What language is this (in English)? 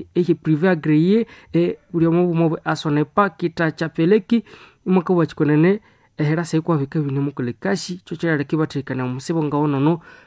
Nande